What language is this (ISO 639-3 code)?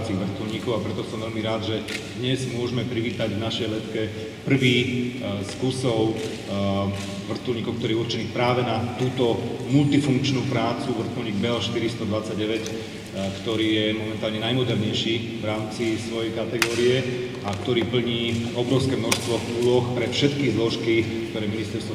slk